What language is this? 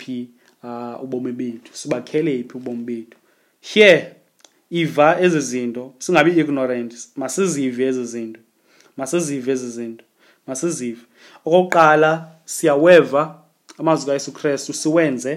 Xhosa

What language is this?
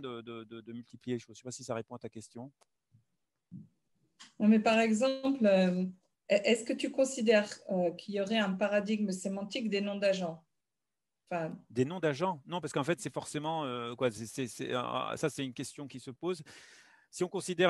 French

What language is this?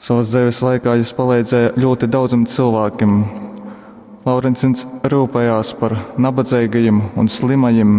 Latgalian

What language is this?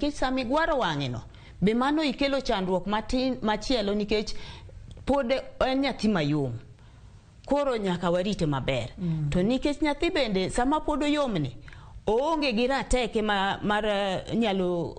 Luo (Kenya and Tanzania)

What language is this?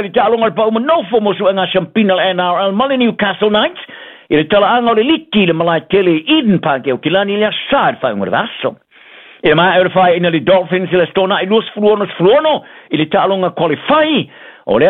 Samoan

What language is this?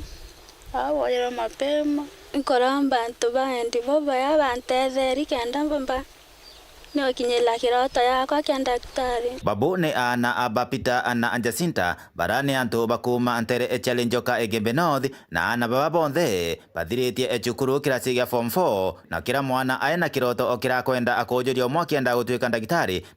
Meru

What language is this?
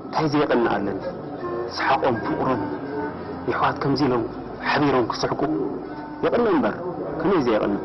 Tigrinya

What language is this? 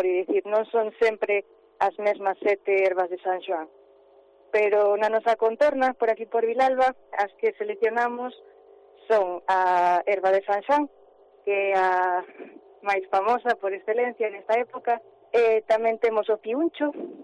Galician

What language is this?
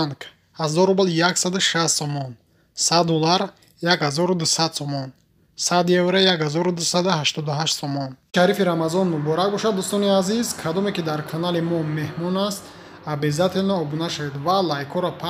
Tajik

